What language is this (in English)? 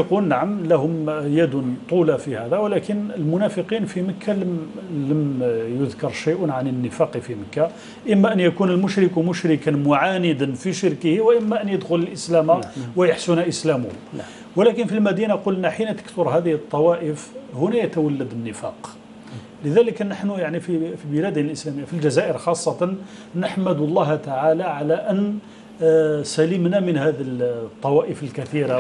Arabic